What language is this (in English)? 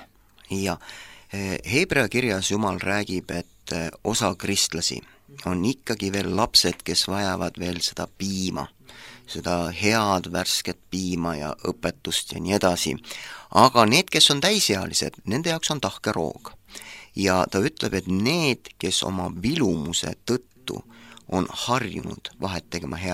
Estonian